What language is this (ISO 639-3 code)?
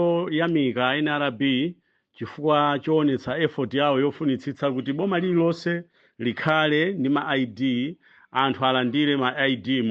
nya